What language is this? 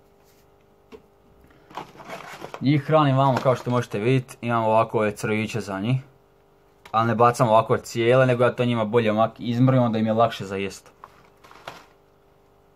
Croatian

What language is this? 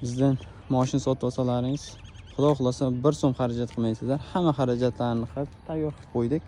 Uzbek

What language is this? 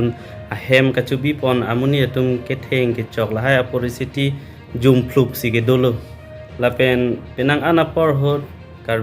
Karbi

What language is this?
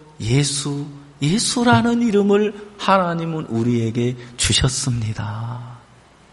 Korean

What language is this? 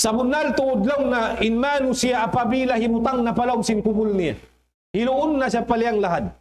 Tausug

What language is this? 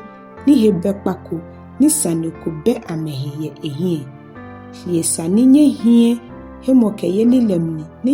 Ga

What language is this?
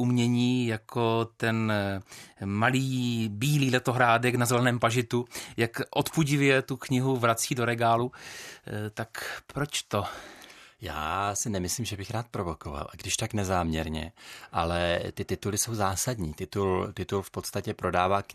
Czech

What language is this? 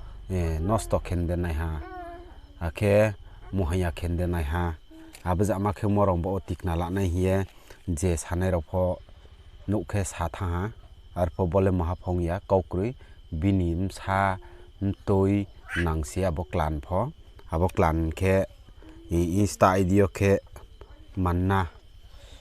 Riang (India)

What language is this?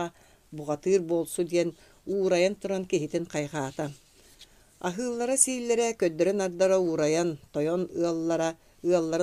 Yakut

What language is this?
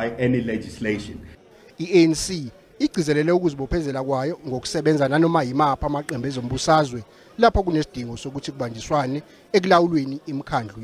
Zulu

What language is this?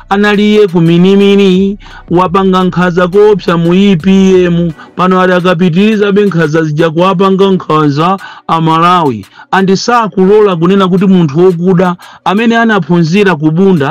Nyanja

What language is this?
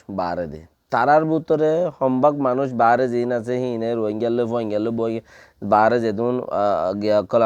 Rohingya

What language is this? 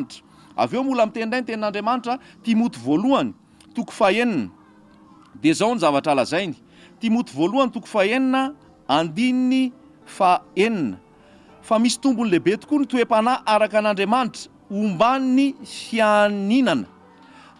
Malagasy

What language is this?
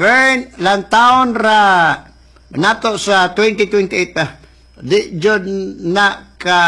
Cebuano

